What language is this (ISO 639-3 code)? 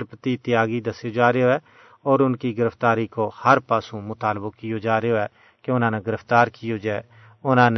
gju